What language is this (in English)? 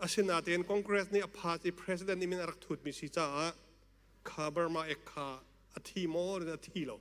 Hakha Chin